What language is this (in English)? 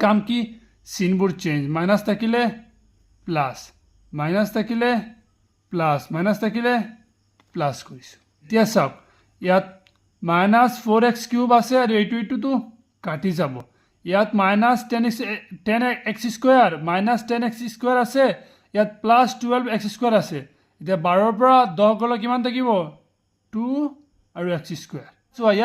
Assamese